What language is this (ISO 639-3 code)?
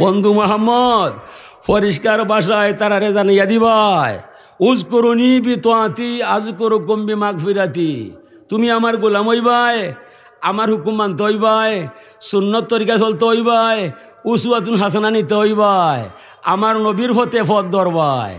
syl